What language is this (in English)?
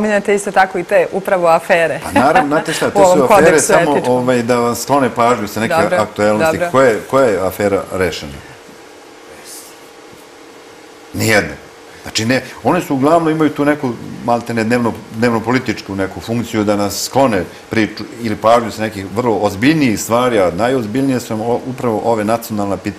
Serbian